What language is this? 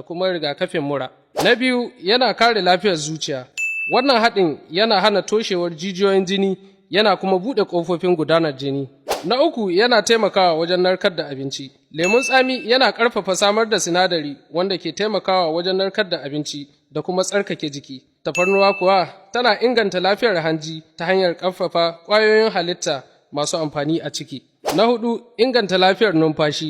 Hausa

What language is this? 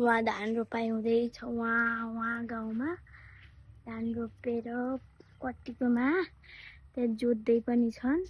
Nepali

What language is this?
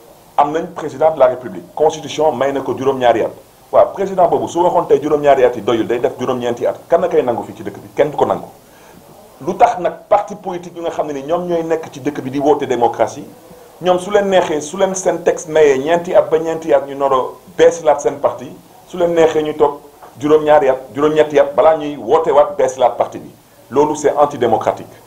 Wolof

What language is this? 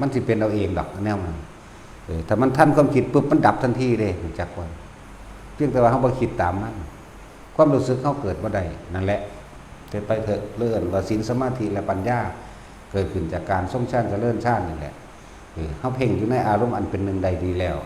Northeastern Thai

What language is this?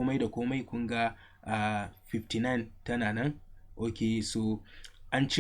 Hausa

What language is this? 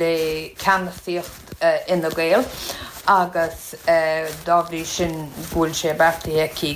Irish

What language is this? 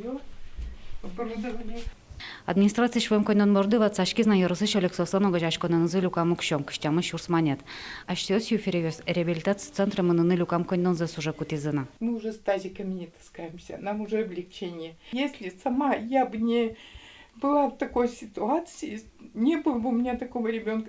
Udmurt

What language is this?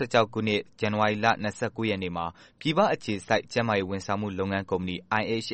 Burmese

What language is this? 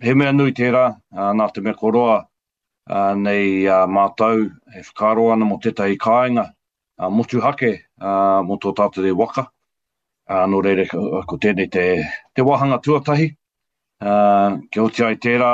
Māori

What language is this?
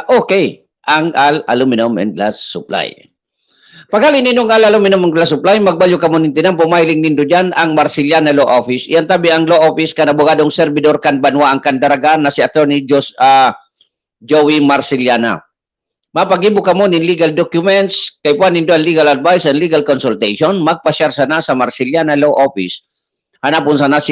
Bikol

